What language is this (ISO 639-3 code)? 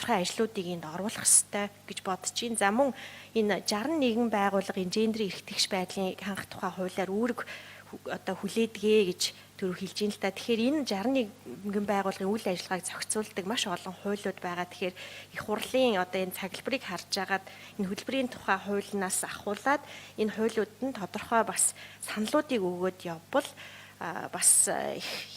mon